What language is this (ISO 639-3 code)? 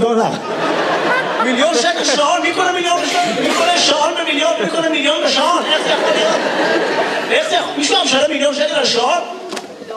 heb